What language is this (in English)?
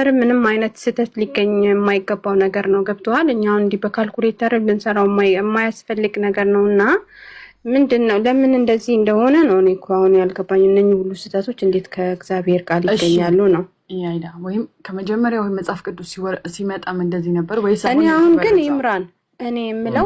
Amharic